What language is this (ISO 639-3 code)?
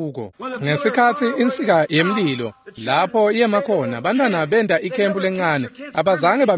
ssw